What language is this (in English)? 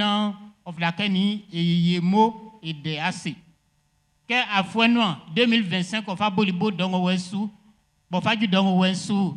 Baoulé